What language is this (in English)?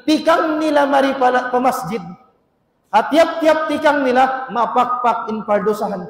Tausug